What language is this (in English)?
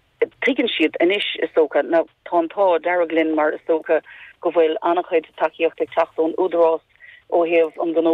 Irish